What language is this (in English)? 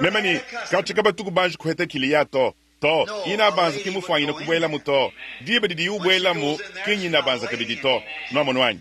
Luba-Lulua